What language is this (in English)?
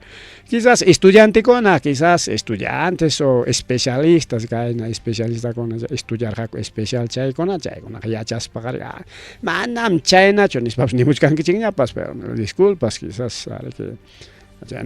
Ayacucho Quechua